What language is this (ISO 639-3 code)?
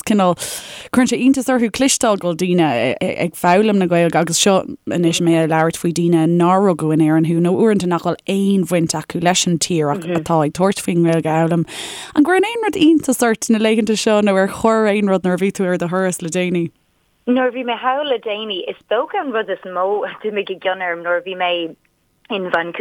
gle